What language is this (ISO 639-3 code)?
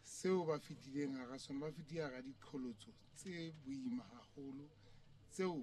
sot